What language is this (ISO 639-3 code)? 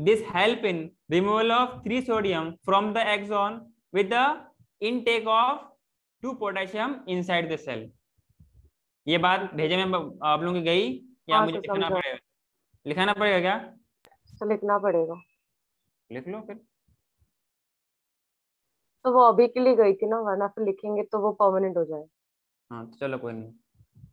hin